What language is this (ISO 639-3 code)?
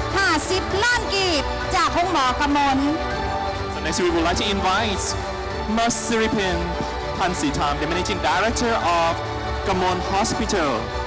lao